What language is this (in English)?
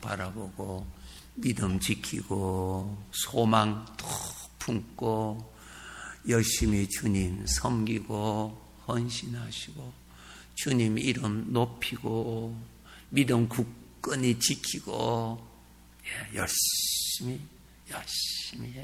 Korean